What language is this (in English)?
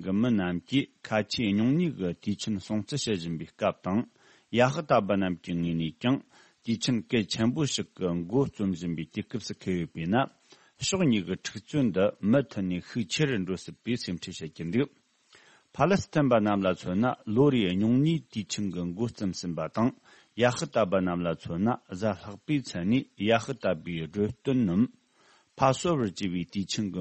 Tibetan